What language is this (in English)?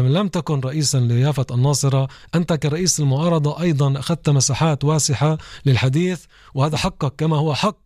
North Levantine Arabic